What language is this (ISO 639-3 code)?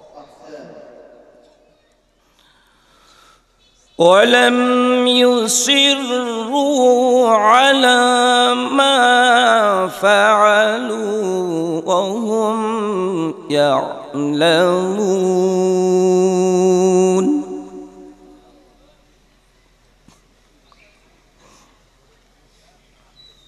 ara